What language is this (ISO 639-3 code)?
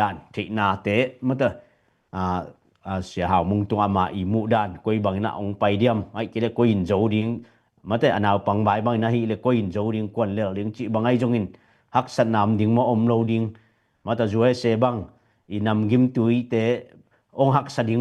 ctd